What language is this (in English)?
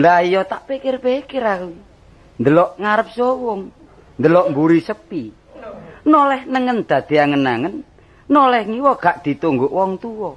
Javanese